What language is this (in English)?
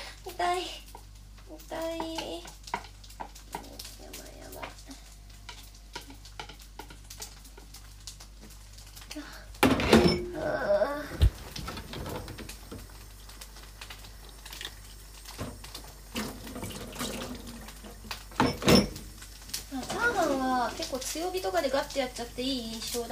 Japanese